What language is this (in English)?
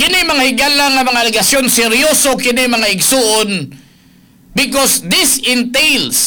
Cebuano